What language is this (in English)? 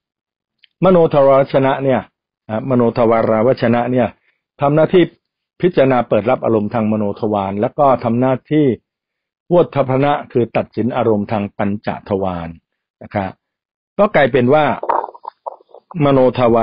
Thai